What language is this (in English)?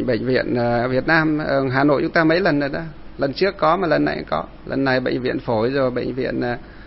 Vietnamese